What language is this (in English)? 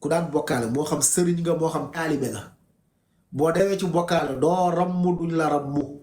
Wolof